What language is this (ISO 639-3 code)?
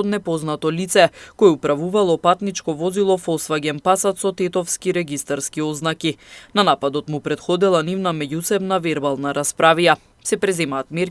mkd